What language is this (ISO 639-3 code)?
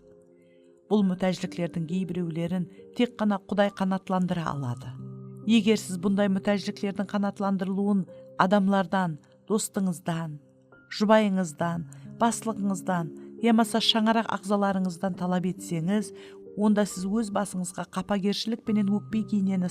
kaa